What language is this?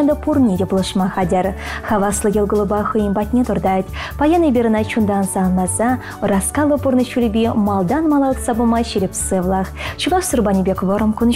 Chuvash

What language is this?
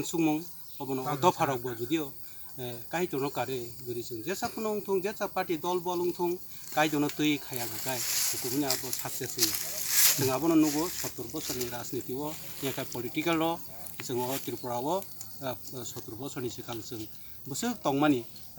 Kok Borok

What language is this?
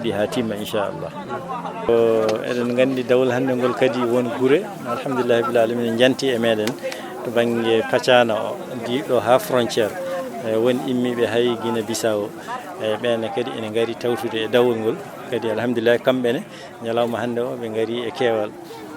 Fula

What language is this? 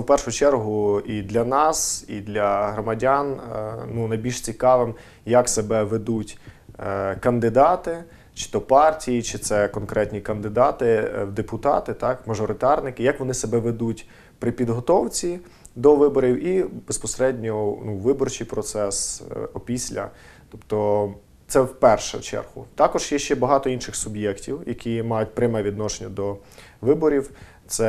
Ukrainian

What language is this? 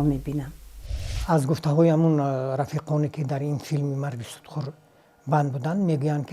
Tajik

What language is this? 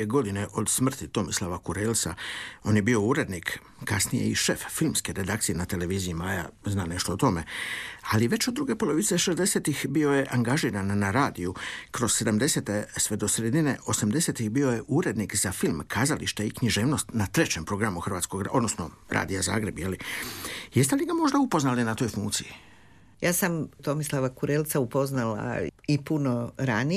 Croatian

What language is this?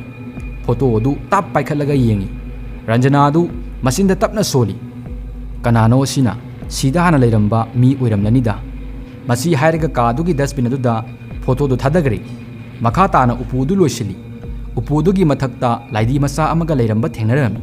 Manipuri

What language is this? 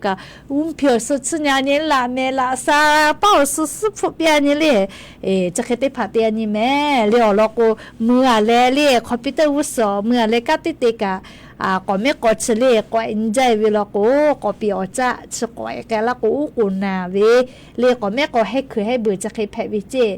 Lahu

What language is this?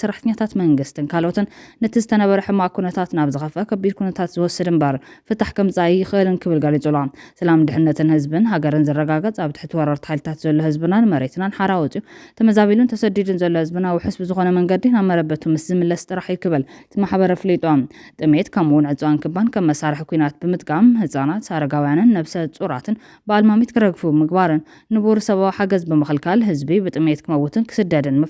Tigrinya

